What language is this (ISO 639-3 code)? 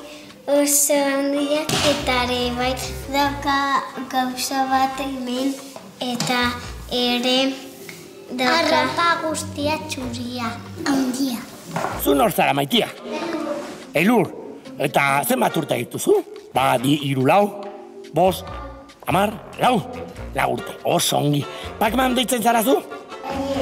eus